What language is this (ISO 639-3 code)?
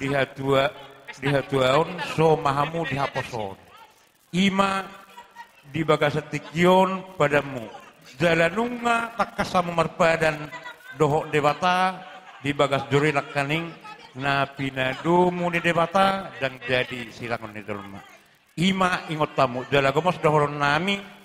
bbc